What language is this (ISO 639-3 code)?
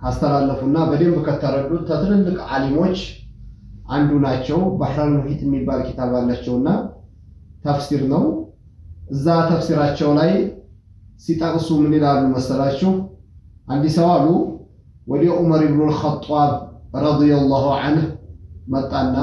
amh